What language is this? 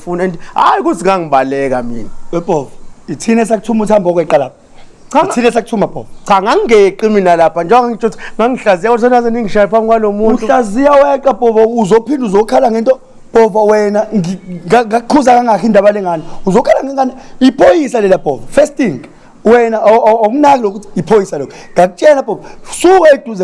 Zulu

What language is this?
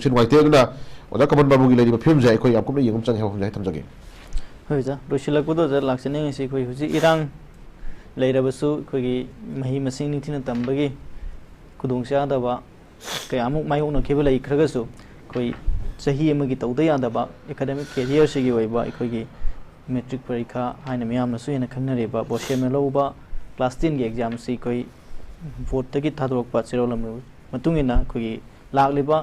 Manipuri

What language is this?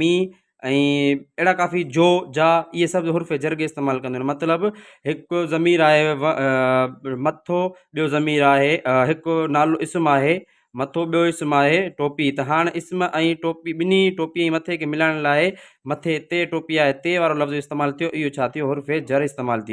Sindhi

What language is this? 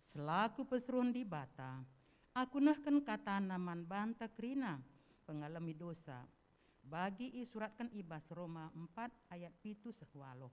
Batak Karo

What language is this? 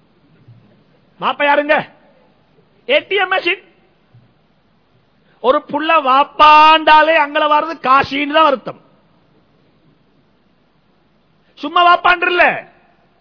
Tamil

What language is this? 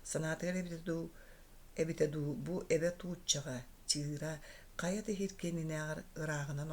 Yakut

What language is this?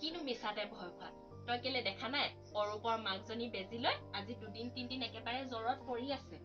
Assamese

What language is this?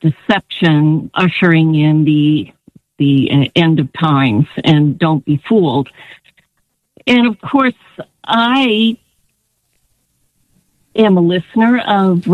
English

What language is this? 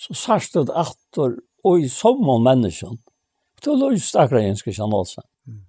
Faroese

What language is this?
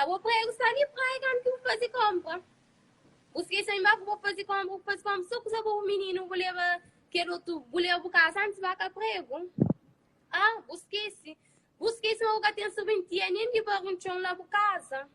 Kabuverdianu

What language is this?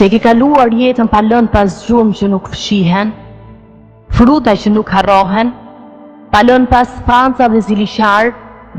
Albanian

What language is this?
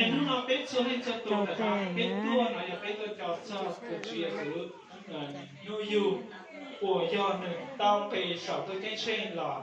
Hmong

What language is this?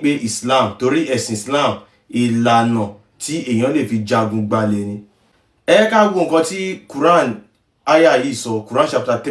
Yoruba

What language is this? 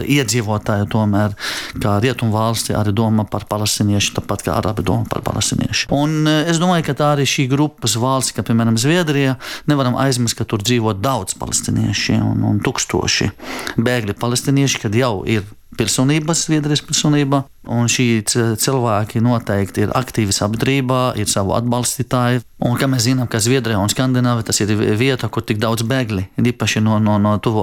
Latvian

